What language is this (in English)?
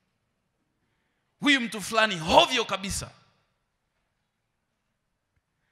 Swahili